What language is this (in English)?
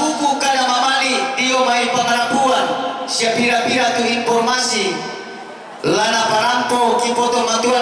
Toraja-Sa'dan